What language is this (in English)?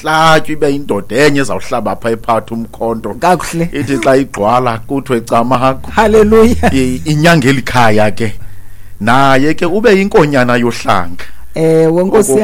Xhosa